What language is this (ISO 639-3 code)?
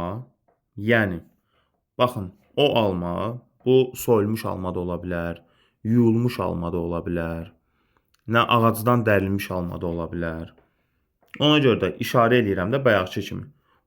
aze